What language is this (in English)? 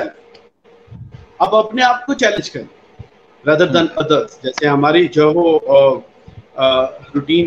Urdu